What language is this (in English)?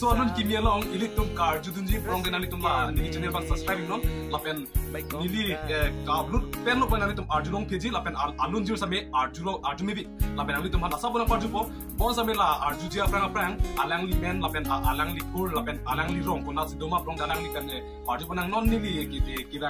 Karbi